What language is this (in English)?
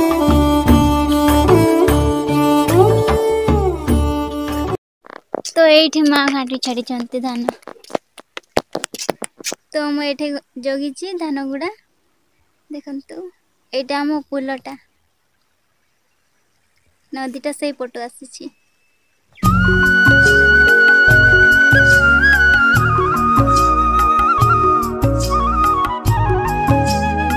Odia